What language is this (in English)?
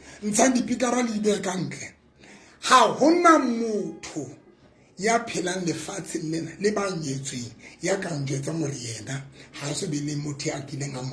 Southern Sotho